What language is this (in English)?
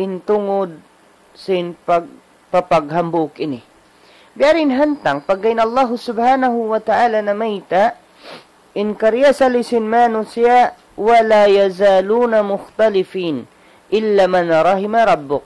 Tausug